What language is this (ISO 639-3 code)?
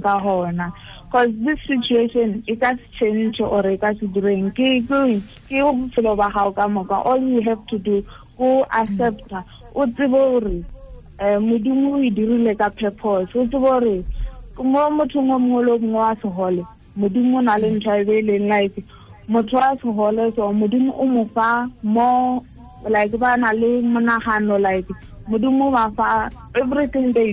tsn